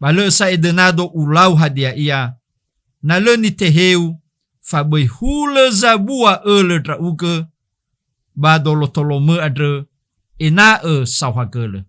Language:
Nias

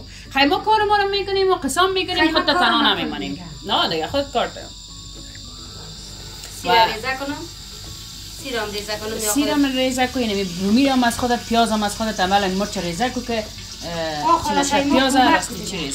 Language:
Persian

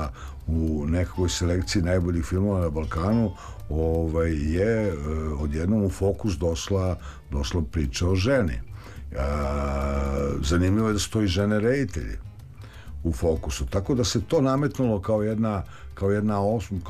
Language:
Serbian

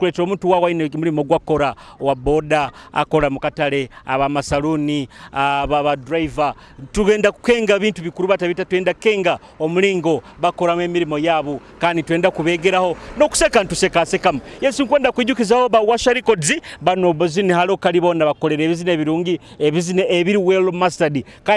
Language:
Nyoro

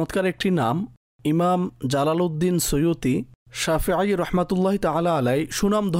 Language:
Bangla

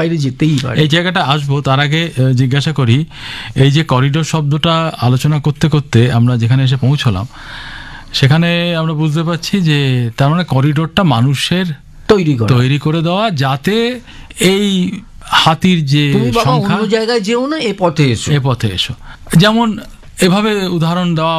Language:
Bangla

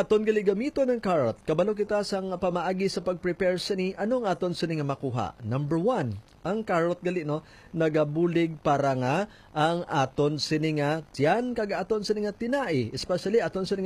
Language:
Hiligaynon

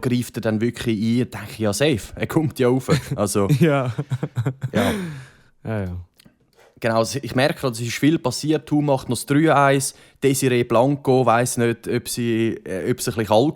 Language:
Swiss German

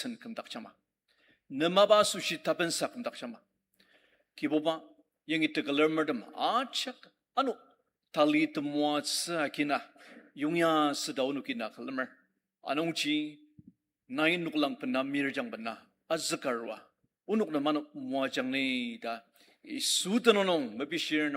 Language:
Ao Naga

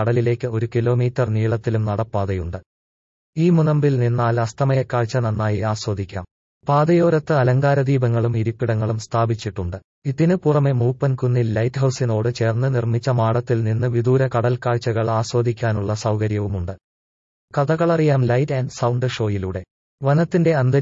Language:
Malayalam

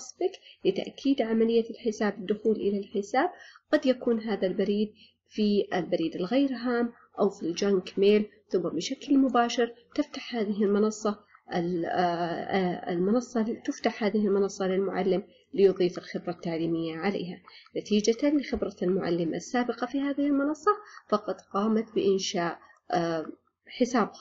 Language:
Arabic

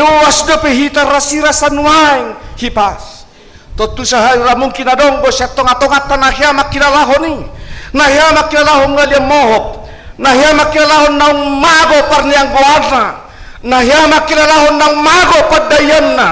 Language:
Batak Toba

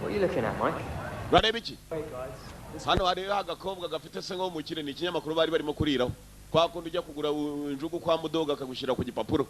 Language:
Kinyarwanda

